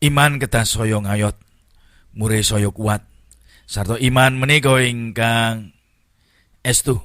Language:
Javanese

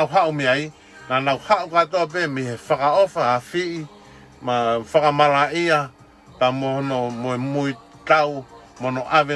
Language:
Tongan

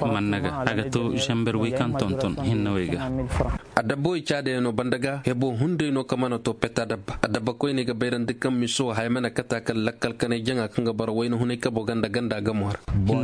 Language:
Koyraboro Senni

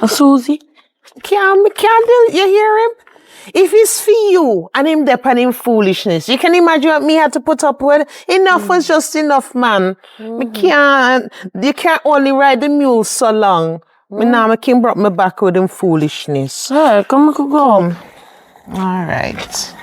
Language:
Jamaican Creole English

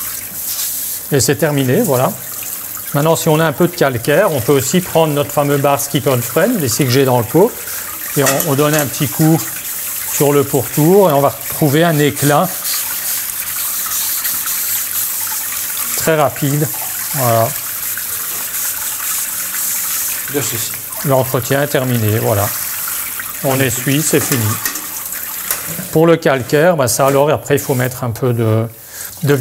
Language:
French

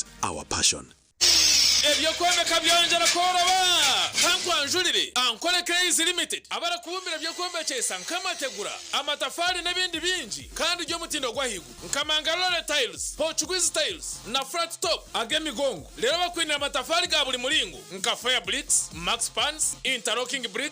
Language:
Nyankole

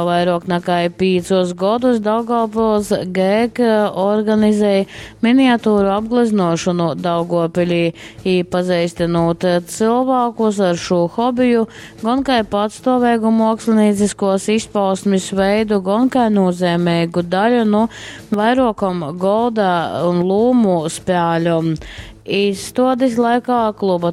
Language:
Latgalian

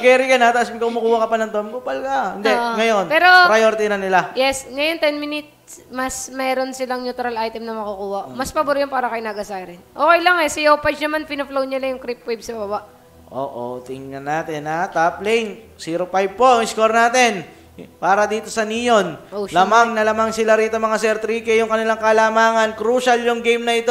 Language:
Filipino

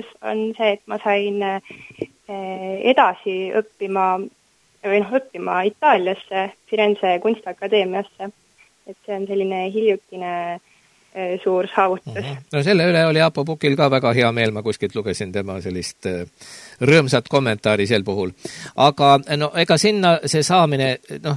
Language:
Estonian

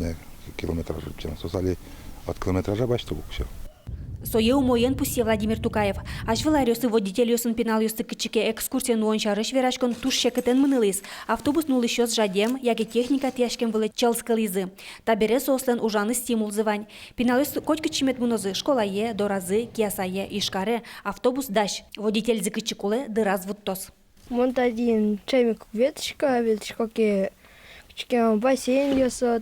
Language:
Udmurt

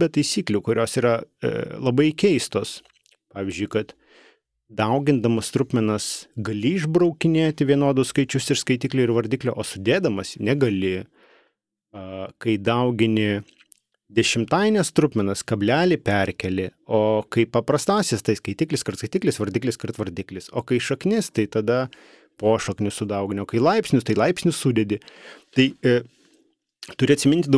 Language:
Lithuanian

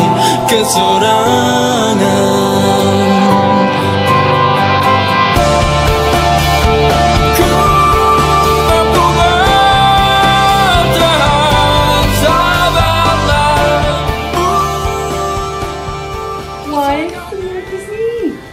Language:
Malay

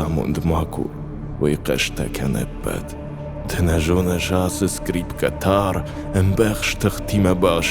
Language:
Ossetic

